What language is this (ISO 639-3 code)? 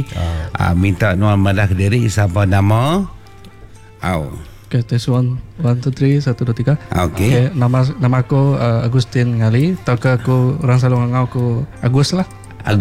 msa